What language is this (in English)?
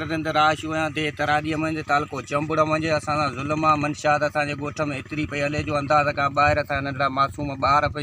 Sindhi